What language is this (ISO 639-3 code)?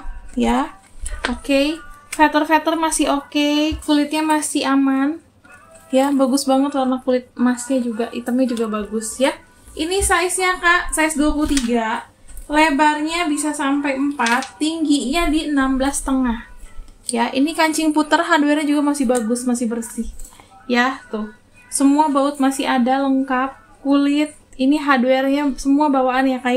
ind